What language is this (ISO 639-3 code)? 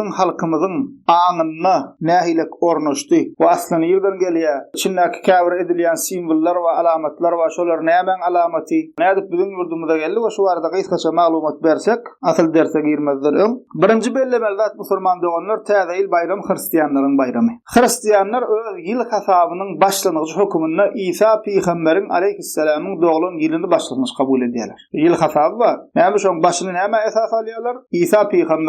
tuk